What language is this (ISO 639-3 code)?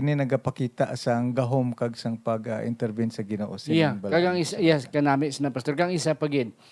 hil